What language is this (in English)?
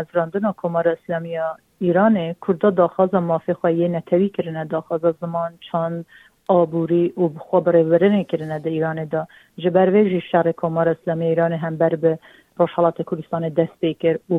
Kurdish